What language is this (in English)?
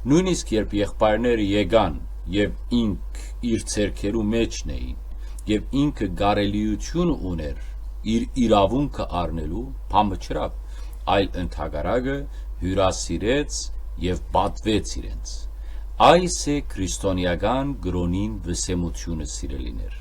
Western Armenian